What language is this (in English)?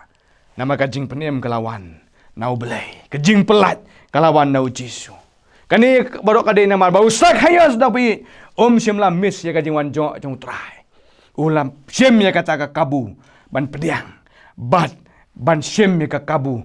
Khasi